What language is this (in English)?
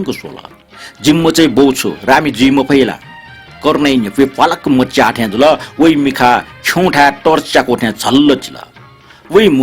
Newari